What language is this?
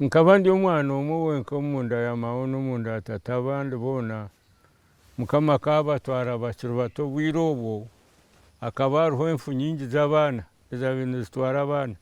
Nyankole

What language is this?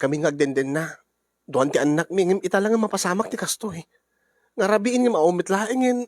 Iloko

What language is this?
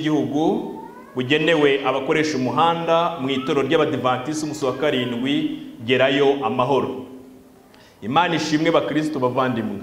Kinyarwanda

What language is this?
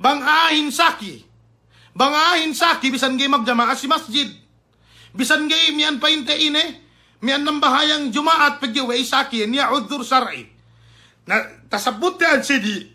Yakan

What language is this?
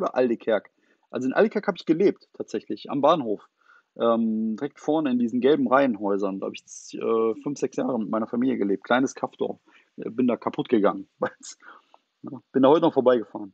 German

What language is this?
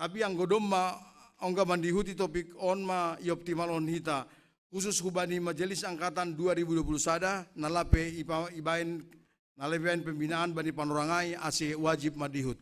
Batak Simalungun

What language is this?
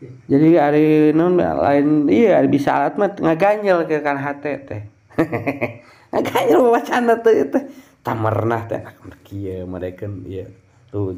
Sundanese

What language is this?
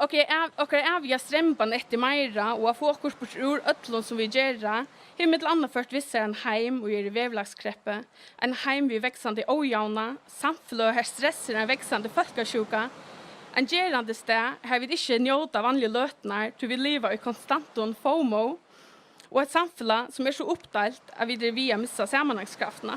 Faroese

